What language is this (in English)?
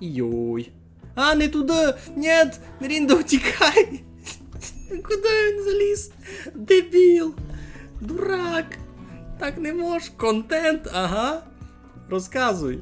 Rusyn